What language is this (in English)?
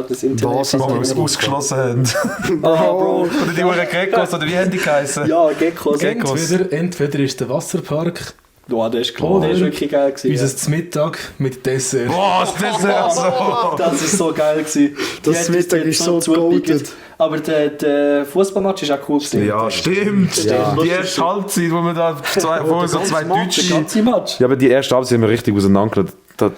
Swiss German